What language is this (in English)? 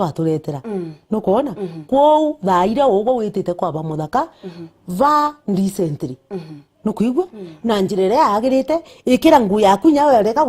Meru